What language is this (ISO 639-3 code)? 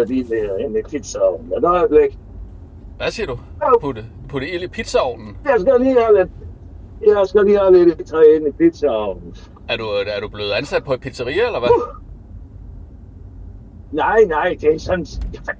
dan